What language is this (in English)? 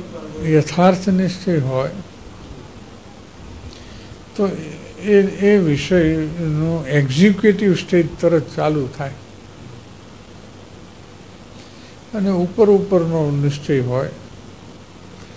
Gujarati